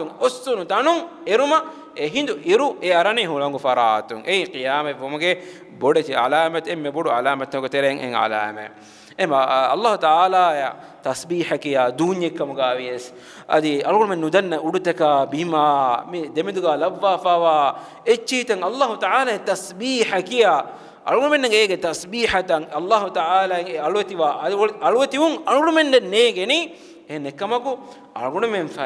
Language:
Divehi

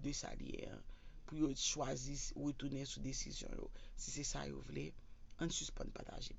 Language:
Haitian Creole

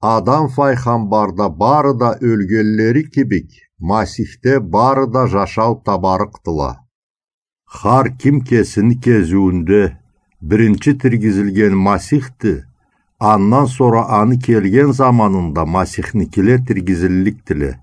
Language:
Karachay-Balkar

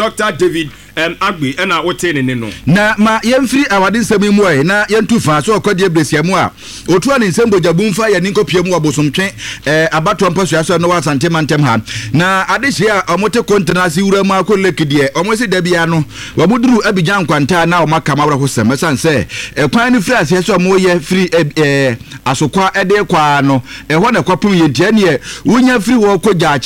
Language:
Akan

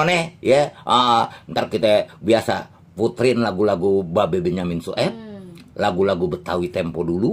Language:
Betawi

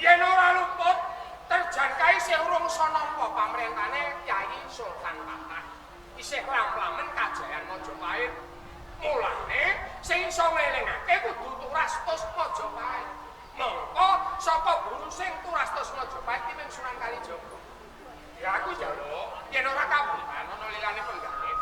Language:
Javanese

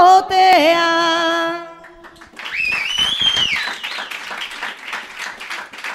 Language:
Basque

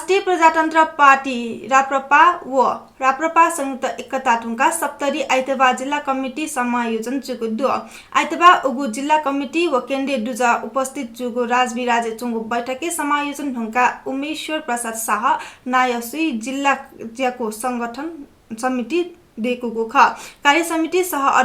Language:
Newari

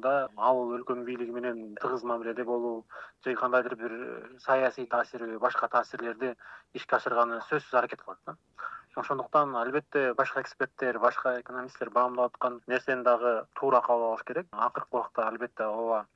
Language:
Kyrgyz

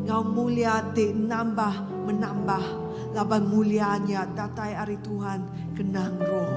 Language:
Iban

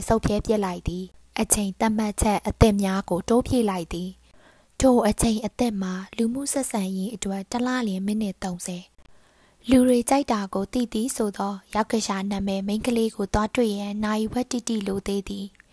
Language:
Burmese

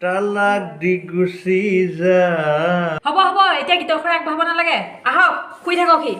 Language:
Assamese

